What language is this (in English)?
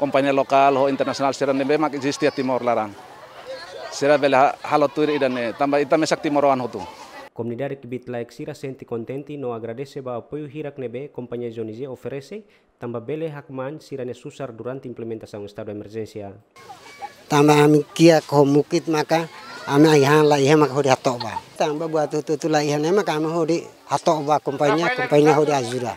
Tetum